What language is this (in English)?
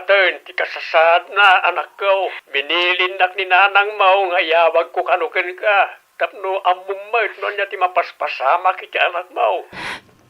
Iloko